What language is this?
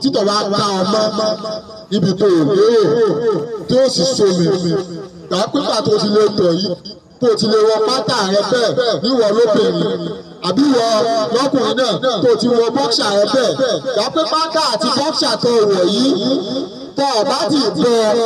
Yoruba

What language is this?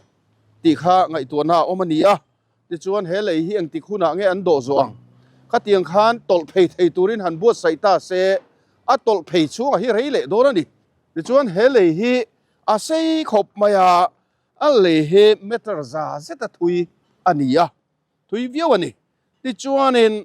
Mizo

